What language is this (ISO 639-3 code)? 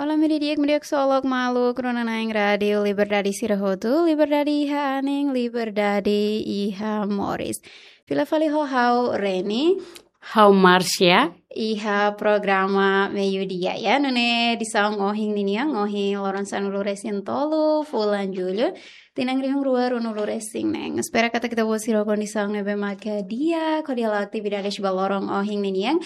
tet